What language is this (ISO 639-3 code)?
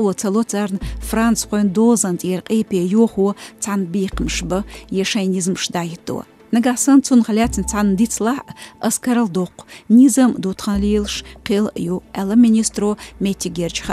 che